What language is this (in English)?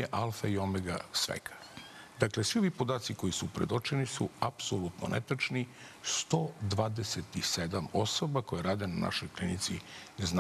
Serbian